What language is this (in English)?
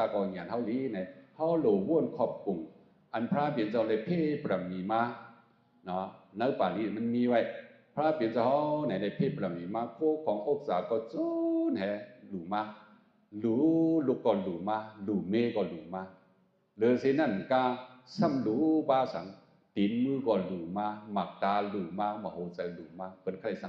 Shan